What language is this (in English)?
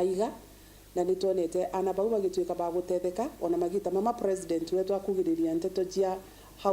Meru